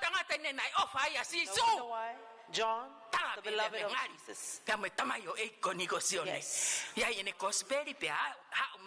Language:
Tongan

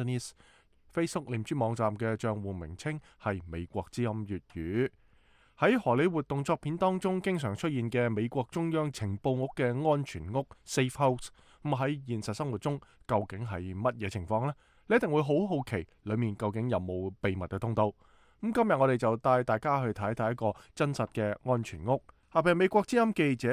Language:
Cantonese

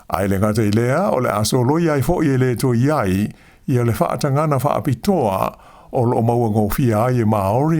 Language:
Samoan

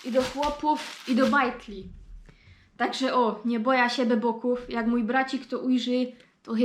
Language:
Silesian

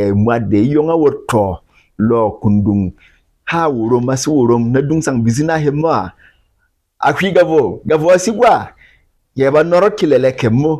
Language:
Berom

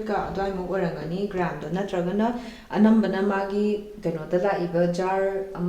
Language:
Manipuri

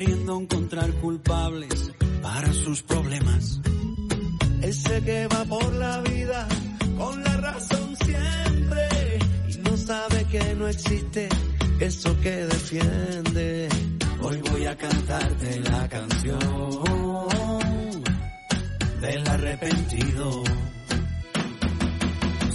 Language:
Spanish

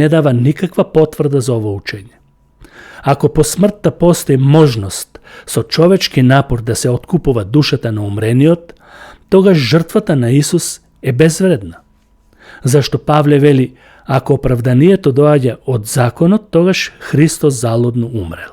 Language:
Macedonian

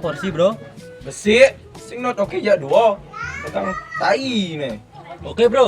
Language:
Balinese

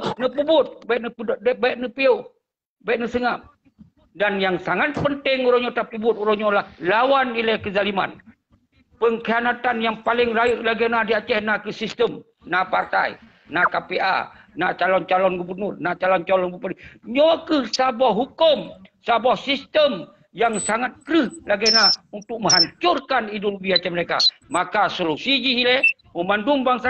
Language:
Achinese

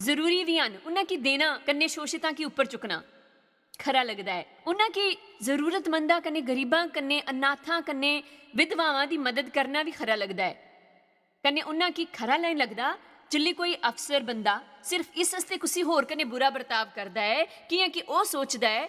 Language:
Dogri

